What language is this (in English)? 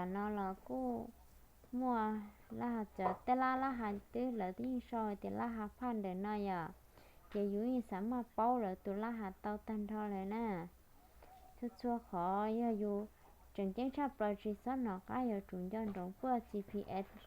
Hmong